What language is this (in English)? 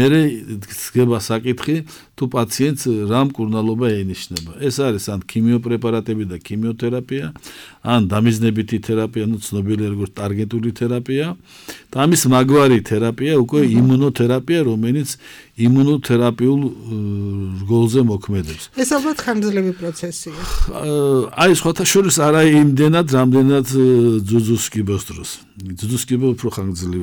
Georgian